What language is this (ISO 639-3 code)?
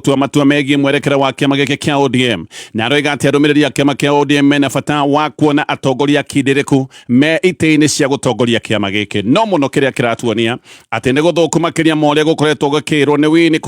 kik